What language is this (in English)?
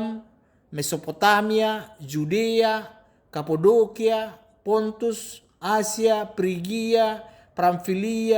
Batak Toba